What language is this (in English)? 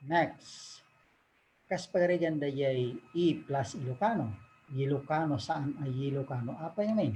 Iloko